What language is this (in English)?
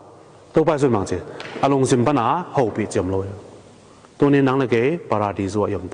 Tedim Chin